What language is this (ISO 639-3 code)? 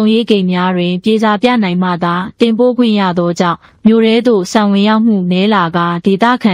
mya